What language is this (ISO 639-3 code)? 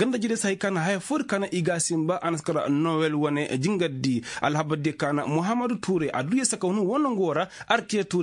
ses